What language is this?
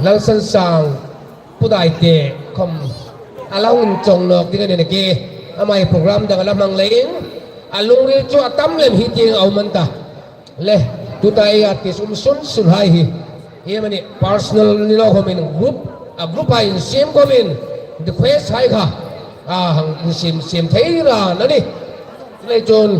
Hmar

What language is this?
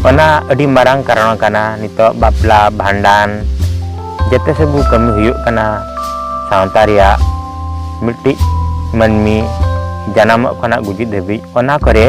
Santali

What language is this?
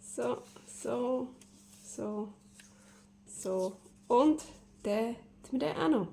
Swiss German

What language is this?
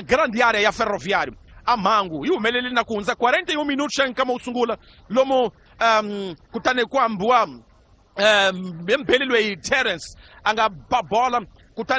Tsonga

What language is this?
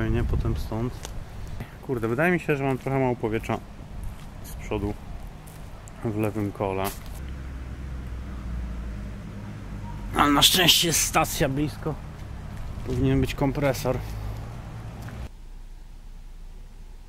Polish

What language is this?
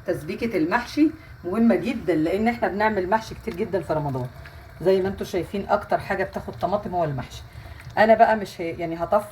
Egyptian Arabic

